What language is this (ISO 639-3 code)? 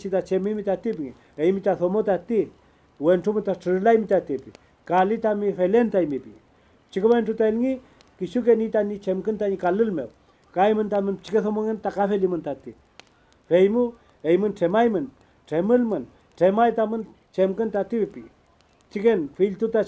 arn